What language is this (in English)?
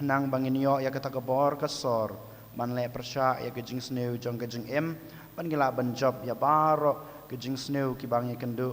Khasi